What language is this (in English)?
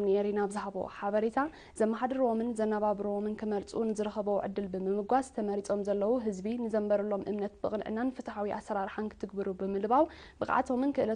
Tigrinya